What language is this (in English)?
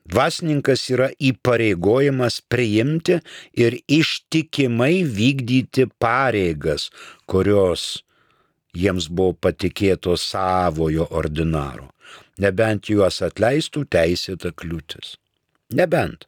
Lithuanian